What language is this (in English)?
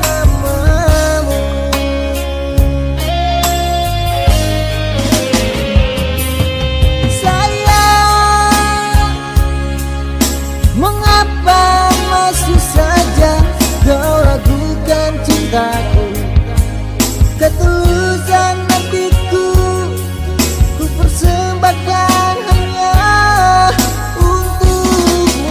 Indonesian